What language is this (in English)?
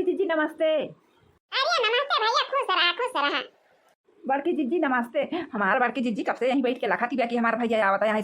Awadhi